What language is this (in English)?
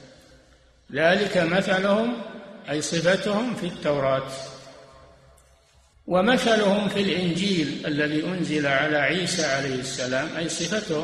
Arabic